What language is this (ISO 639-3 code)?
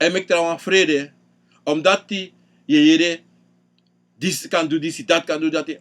srn